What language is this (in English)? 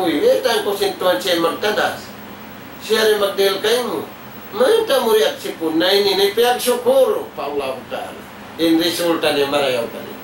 Tausug